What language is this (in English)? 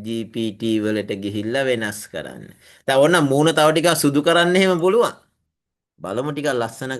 Sinhala